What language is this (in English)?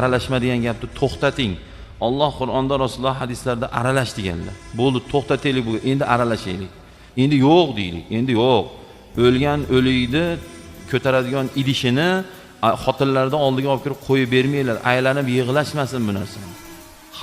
Uzbek